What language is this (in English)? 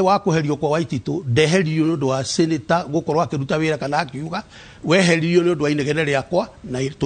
Kikuyu